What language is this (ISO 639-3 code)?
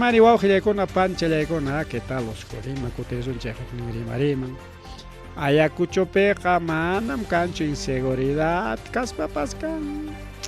quy